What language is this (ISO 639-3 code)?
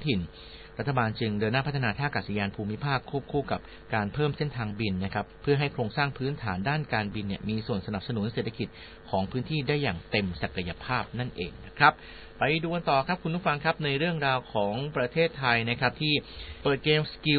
tha